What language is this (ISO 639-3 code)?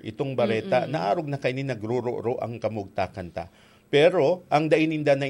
bik